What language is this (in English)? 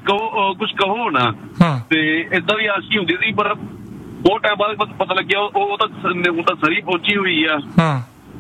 Punjabi